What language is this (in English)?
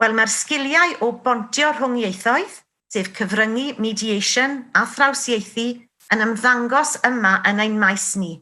Welsh